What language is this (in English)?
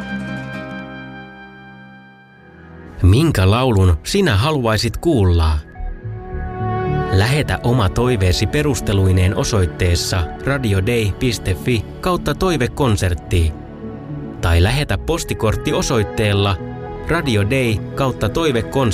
Finnish